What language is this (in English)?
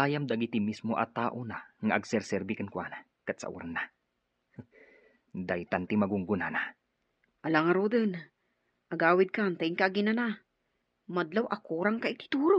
Iloko